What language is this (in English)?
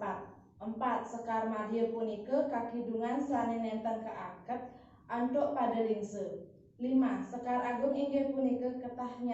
Balinese